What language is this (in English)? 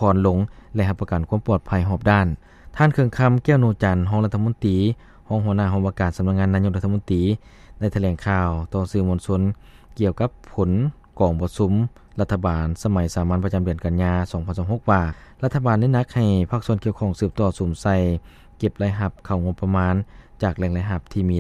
Lao